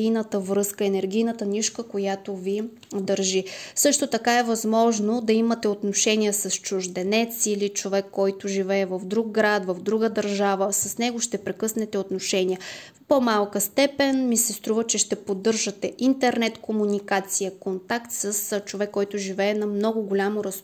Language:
Bulgarian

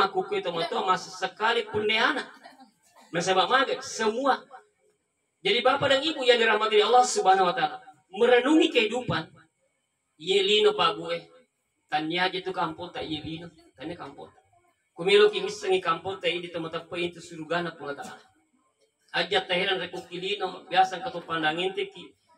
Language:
Indonesian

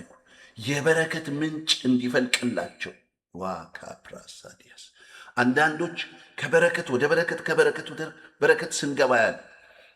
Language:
Amharic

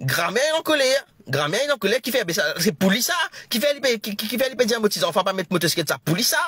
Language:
Morisyen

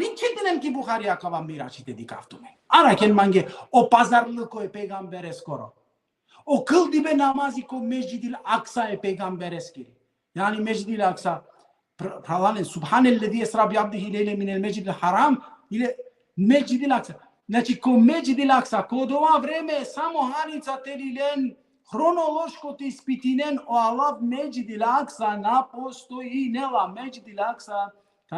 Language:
Balkan Romani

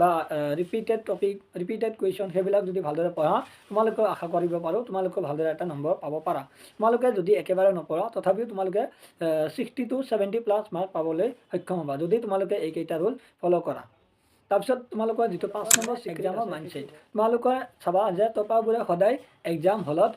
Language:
Assamese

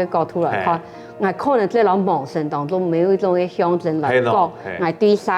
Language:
Hakka Chinese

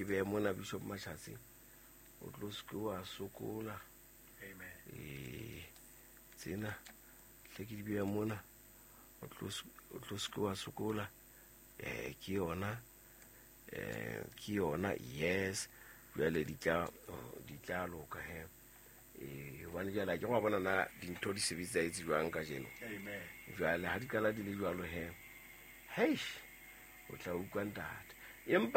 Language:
Southern Sotho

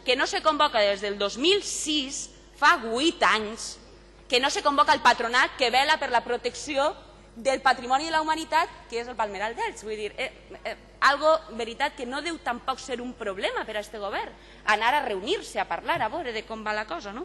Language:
Catalan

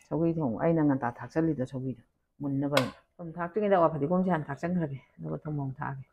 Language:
Manipuri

